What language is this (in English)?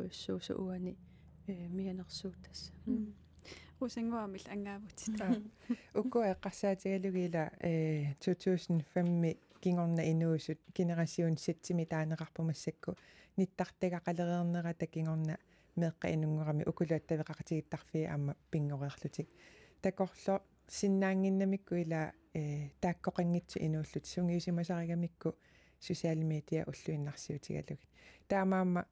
Kalaallisut